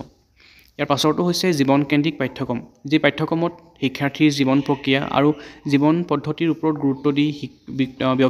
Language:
Assamese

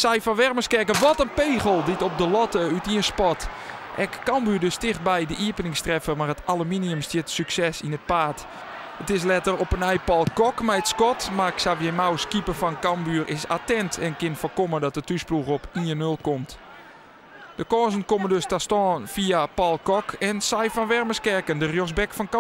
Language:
Western Frisian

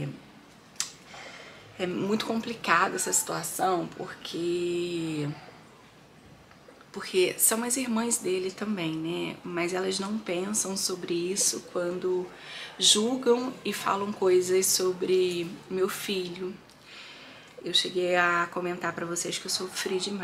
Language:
Portuguese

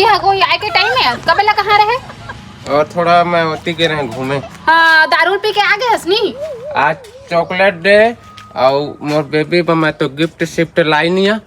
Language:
Chhattisgarhi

